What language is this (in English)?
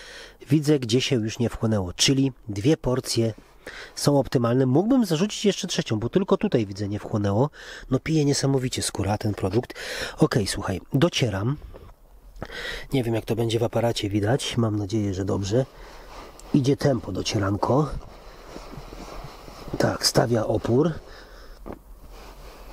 Polish